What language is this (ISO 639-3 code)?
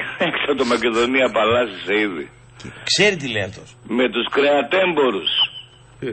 ell